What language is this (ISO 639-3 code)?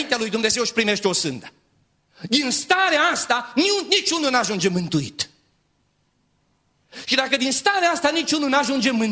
ron